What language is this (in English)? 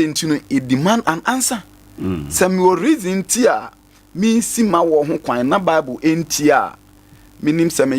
Akan